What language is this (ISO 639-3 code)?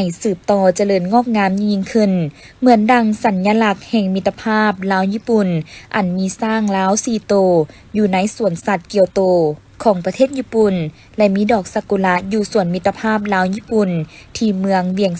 lao